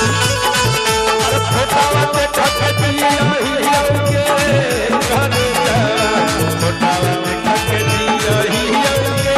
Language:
Magahi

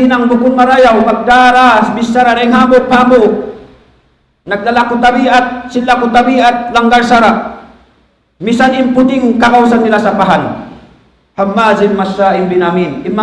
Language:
Tausug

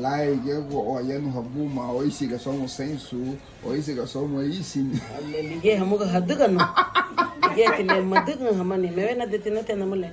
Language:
Garifuna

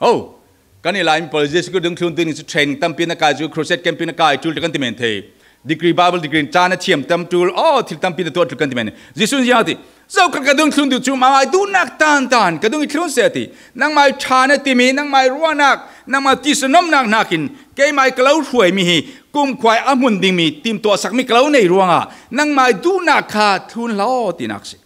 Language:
Falam Chin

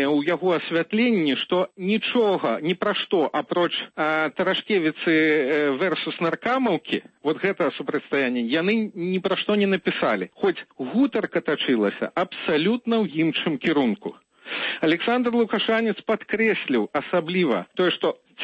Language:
Belarusian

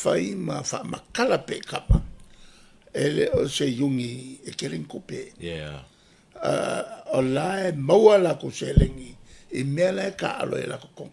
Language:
Samoan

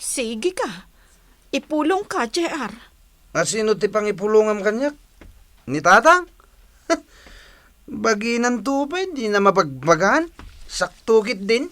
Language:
Iloko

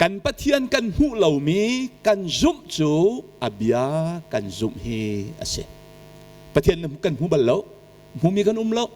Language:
Hakha Chin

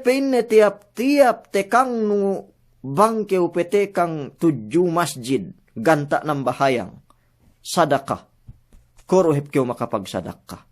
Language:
Yakan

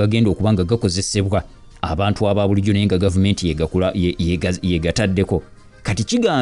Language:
Ganda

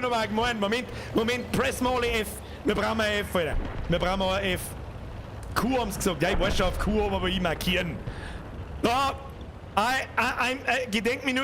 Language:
Bavarian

